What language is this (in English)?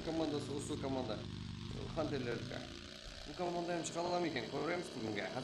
Kara-Kalpak